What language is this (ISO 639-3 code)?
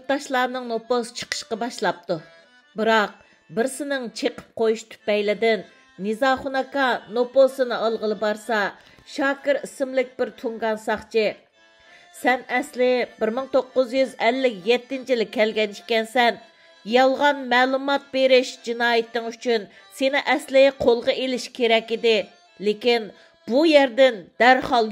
uig